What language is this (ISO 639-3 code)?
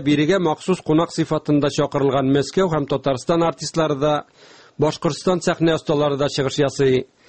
tat